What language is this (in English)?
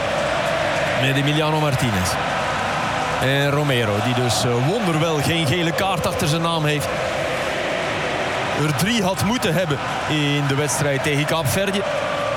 Dutch